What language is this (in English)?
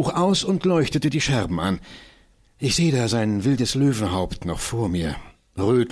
German